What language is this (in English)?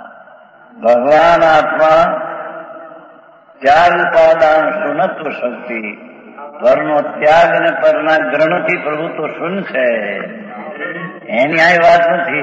Gujarati